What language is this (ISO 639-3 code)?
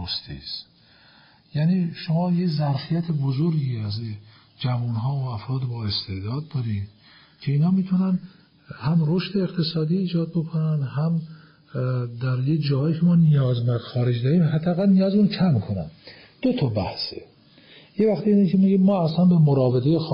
fas